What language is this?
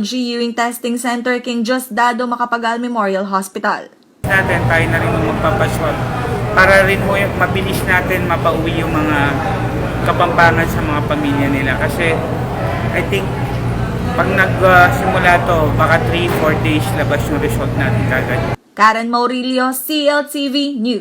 Pampanga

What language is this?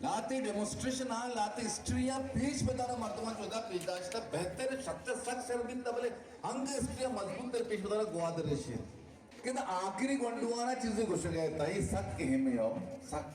Baluchi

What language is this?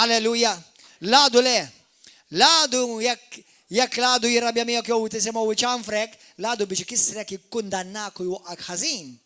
Maltese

